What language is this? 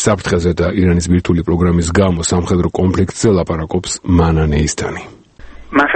Georgian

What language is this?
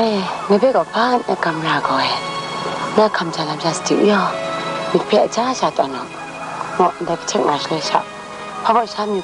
Kachin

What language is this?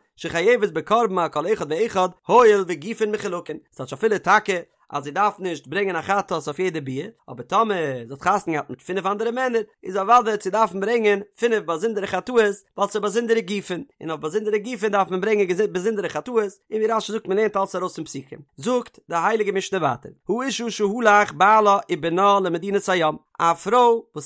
Yiddish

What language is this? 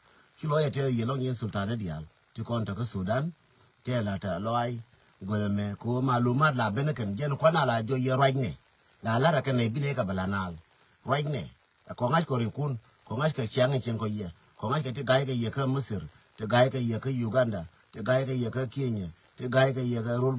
Nuer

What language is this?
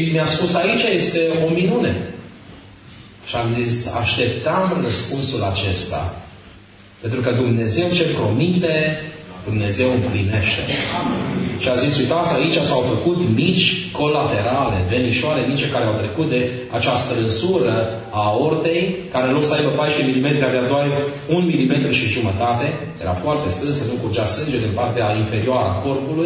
Romanian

